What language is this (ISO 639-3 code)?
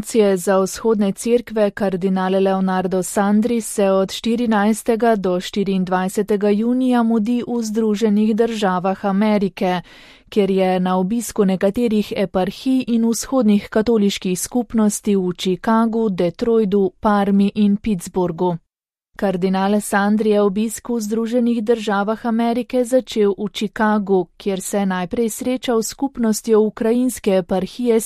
slv